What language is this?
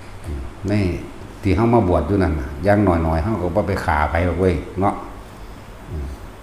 Northeastern Thai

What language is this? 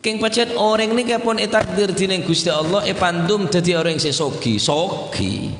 Madurese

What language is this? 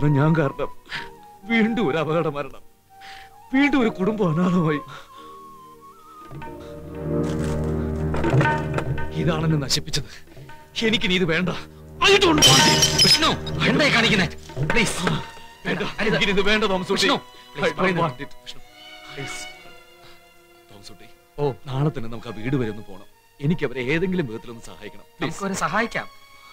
Malayalam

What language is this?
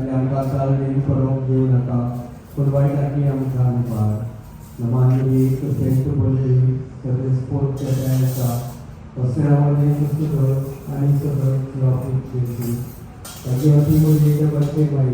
Konkani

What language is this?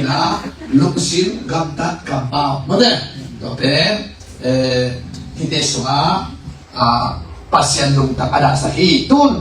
Tedim Chin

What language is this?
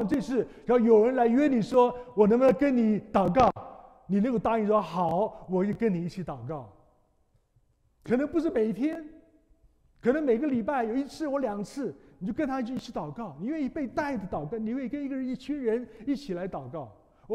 Chinese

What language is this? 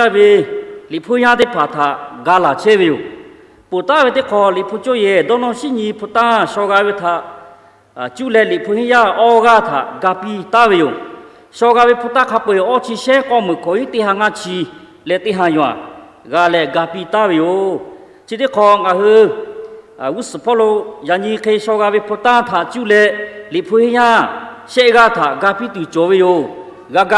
Lahu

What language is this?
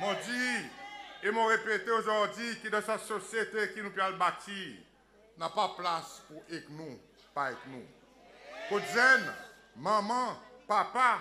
Seselwa Creole French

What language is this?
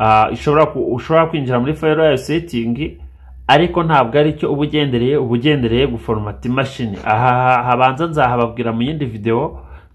Kinyarwanda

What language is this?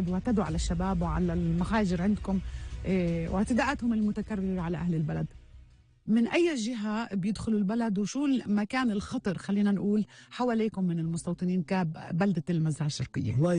North Levantine Arabic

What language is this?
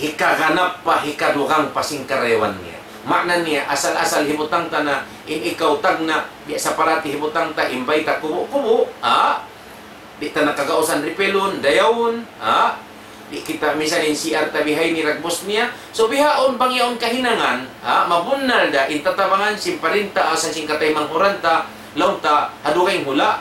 Tausug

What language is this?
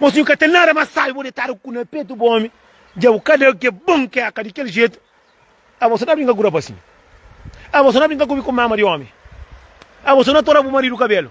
Kabuverdianu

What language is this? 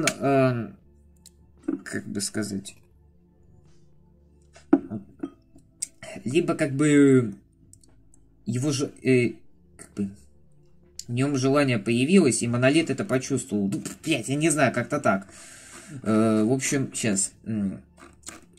Russian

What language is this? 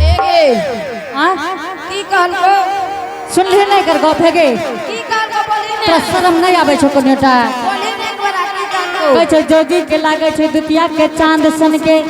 Angika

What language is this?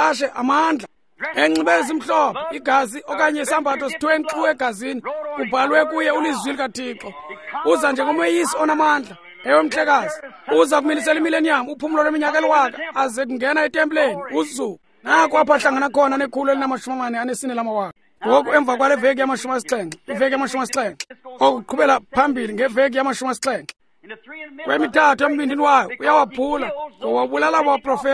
Xhosa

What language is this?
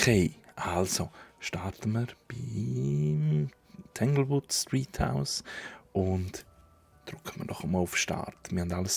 Swiss German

